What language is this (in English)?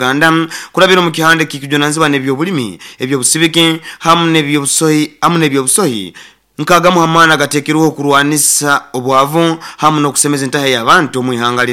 Nyoro